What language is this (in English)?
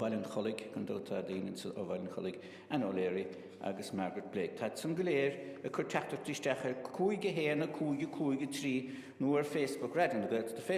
Irish